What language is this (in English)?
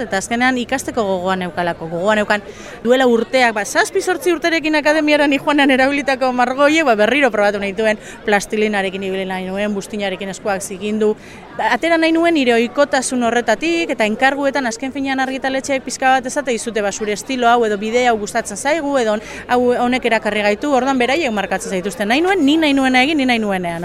Basque